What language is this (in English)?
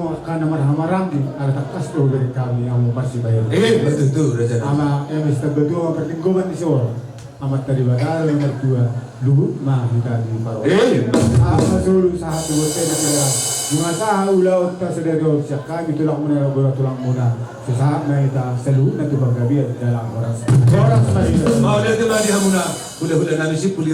Batak Toba